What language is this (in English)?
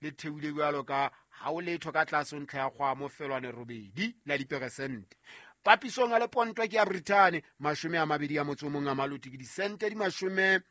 Southern Sotho